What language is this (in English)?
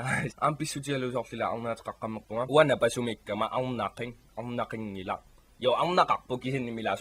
Kalaallisut